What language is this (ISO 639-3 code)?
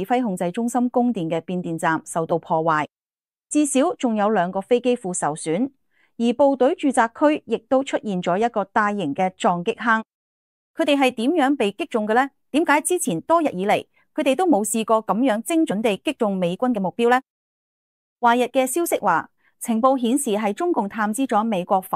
yue